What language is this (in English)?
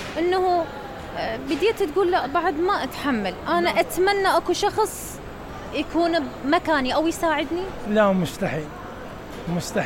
Mesopotamian Arabic